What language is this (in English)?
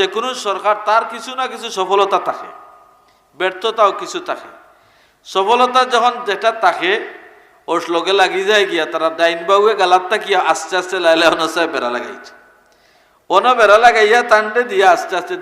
Sylheti